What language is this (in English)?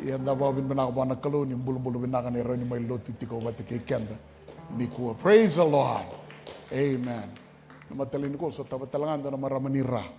Fijian